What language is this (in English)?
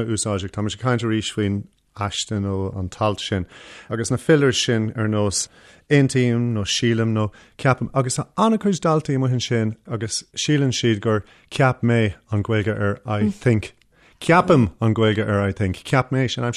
Irish